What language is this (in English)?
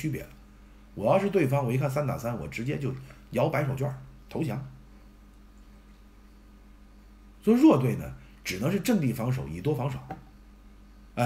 Chinese